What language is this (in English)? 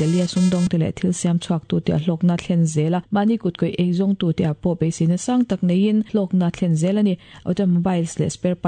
Mizo